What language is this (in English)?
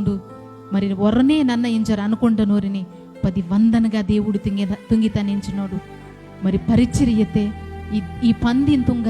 Koya